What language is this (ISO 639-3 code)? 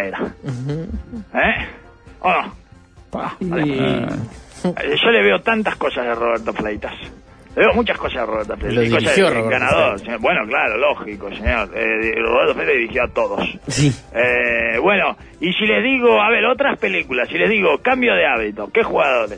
spa